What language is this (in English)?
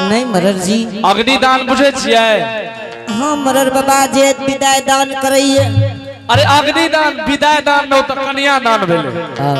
Angika